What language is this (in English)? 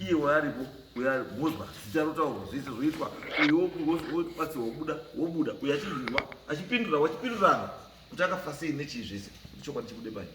Shona